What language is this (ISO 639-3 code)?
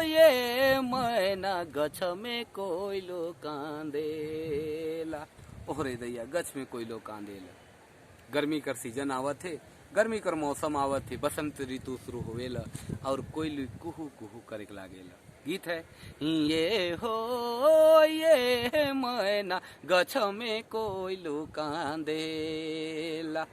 sck